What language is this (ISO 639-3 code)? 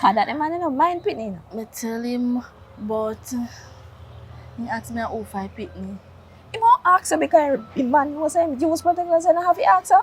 jam